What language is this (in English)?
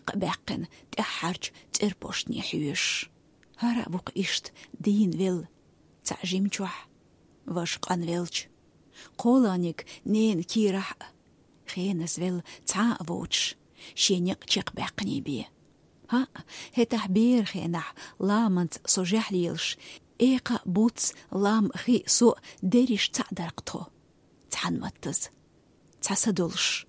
Chechen